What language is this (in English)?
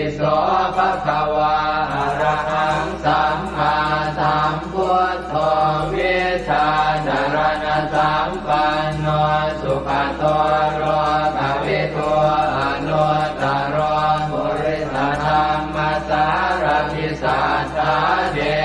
Pali